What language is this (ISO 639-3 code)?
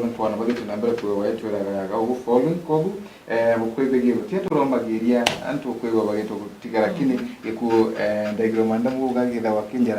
mer